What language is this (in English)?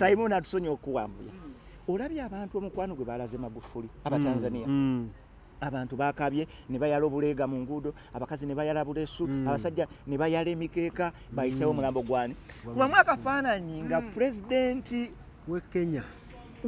Ganda